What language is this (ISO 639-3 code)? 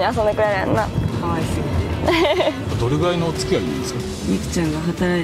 jpn